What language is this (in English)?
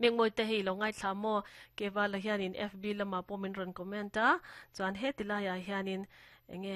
Mizo